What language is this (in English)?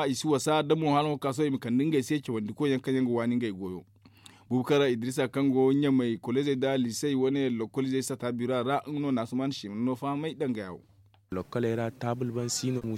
Zarma